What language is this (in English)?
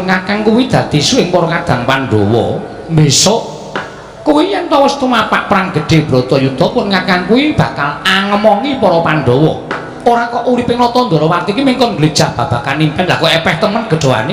Javanese